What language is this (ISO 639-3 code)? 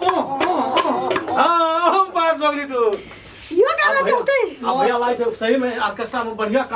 mai